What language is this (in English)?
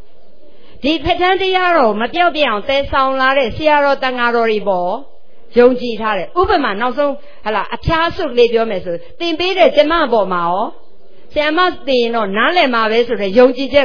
Burmese